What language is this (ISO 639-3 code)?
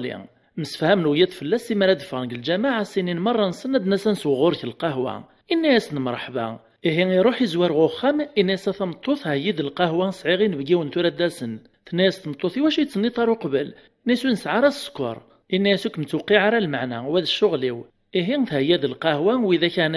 kab